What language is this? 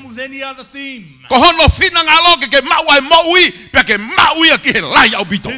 Tongan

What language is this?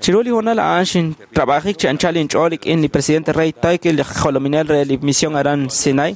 Kekchí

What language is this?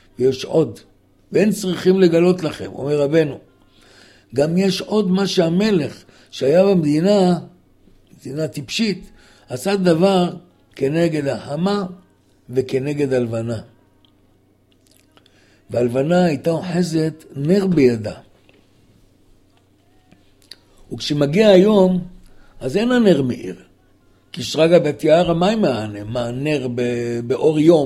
Hebrew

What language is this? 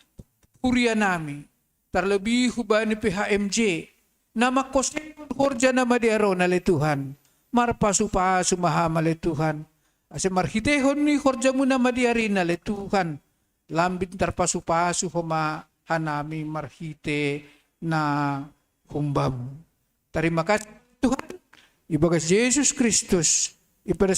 Batak Simalungun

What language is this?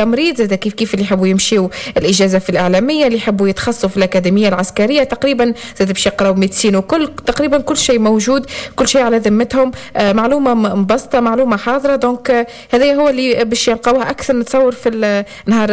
Tunisian Arabic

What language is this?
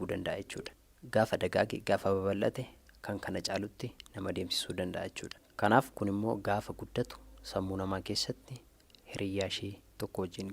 Oromo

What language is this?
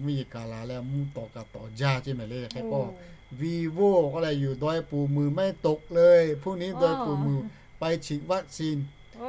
Lahu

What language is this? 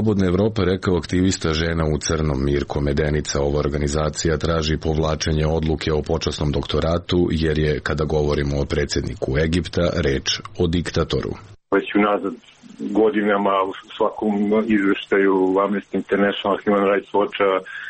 Serbian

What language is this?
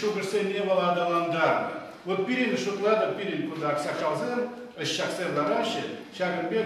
Chuvash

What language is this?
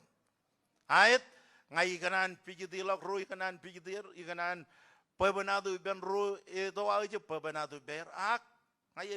Marshallese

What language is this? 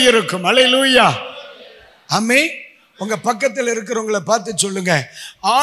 Tamil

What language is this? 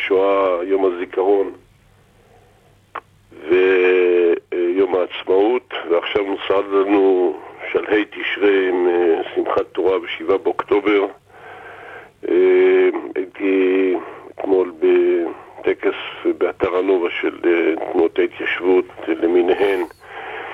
Hebrew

